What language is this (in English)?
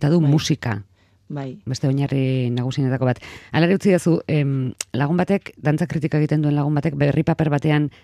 Basque